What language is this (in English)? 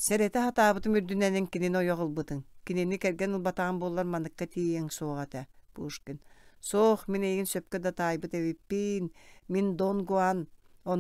Yakut